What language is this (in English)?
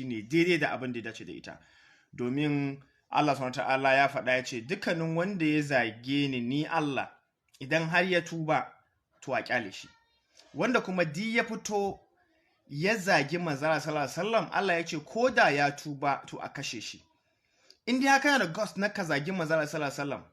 Hausa